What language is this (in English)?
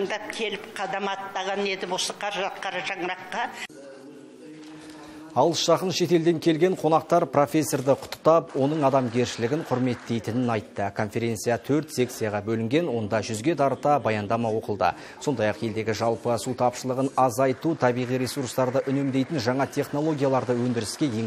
Kazakh